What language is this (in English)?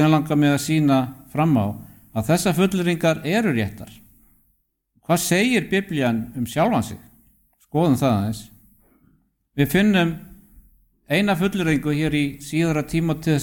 Icelandic